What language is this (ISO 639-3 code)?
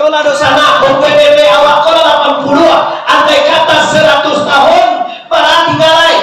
min